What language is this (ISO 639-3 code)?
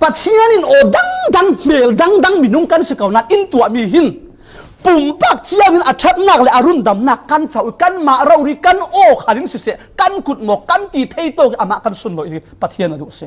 cfm